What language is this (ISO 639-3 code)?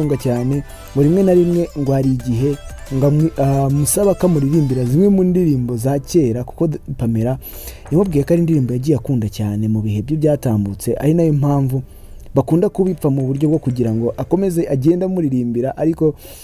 kin